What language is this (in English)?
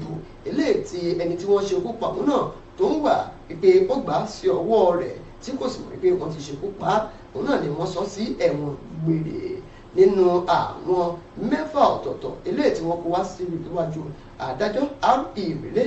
Yoruba